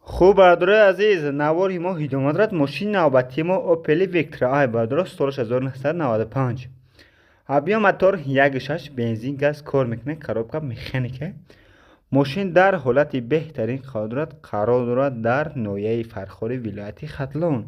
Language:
Tajik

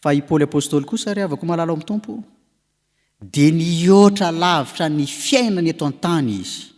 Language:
Malagasy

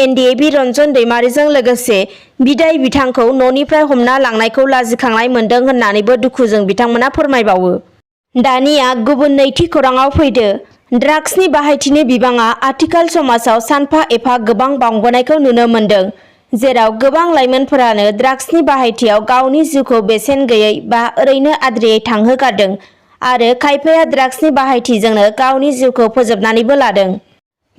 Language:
Bodo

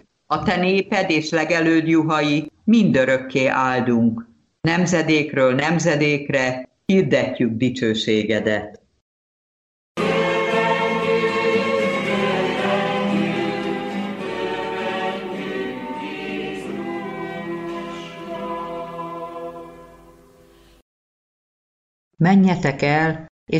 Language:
Hungarian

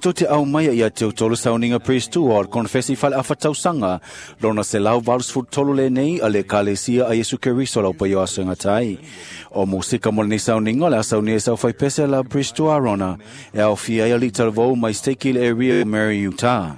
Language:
Samoan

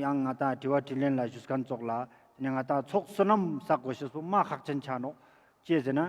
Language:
Ladakhi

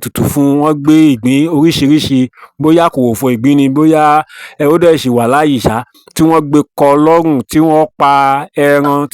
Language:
Yoruba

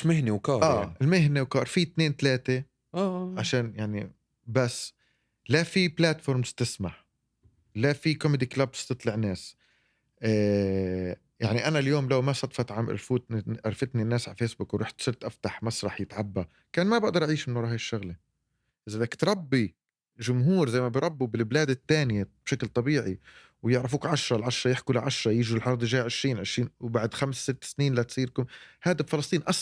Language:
North Levantine Arabic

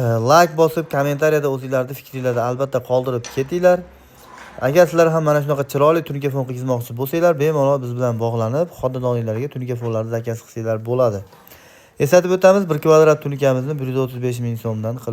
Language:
Uzbek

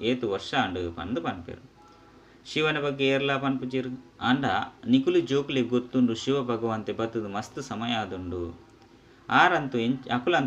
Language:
Tulu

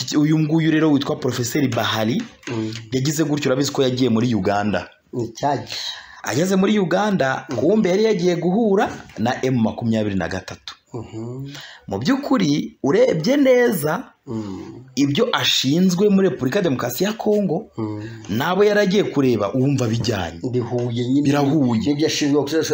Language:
Kinyarwanda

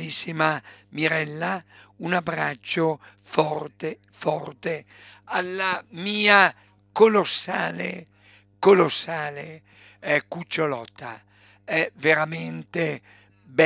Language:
Italian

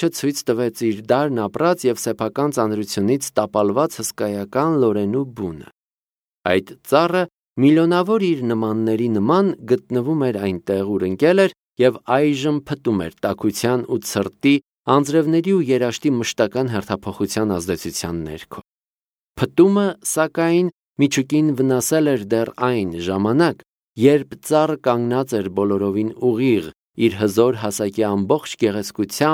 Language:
Armenian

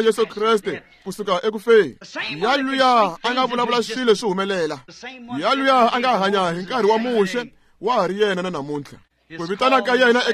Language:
Tsonga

